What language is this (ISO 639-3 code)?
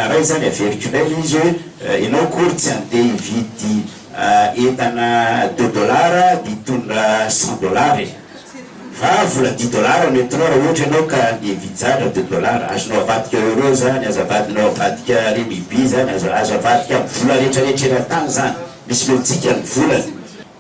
mlg